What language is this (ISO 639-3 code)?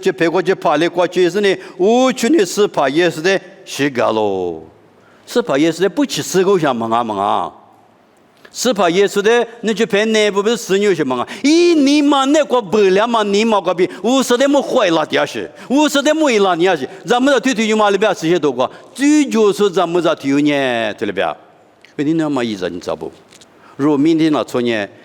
lis